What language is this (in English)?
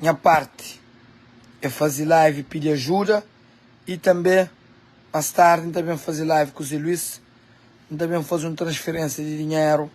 Kabuverdianu